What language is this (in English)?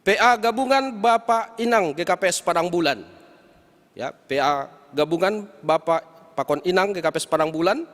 Batak Simalungun